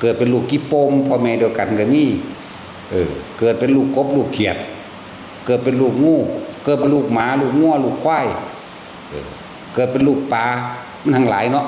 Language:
Northeastern Thai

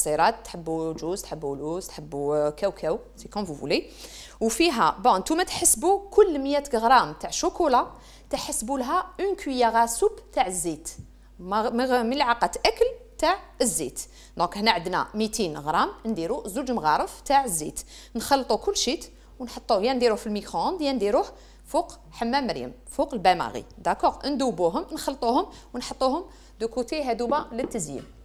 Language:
Algerian Arabic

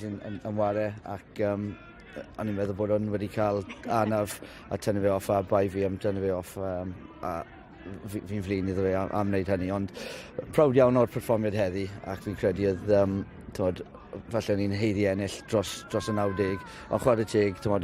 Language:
Welsh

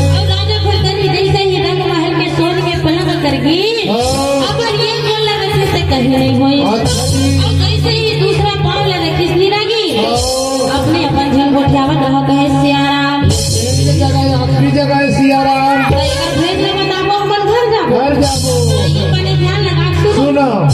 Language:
Chhattisgarhi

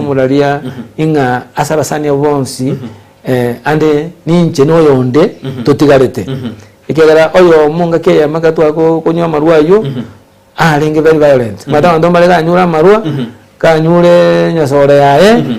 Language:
Gusii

